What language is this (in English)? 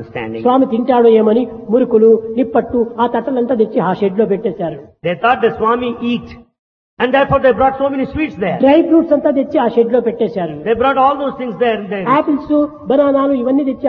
Telugu